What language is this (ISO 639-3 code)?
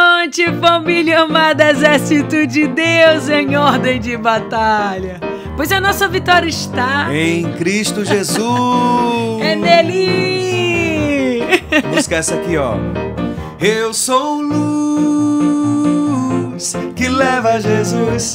por